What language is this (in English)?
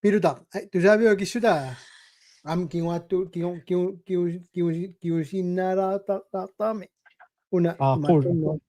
Kalaallisut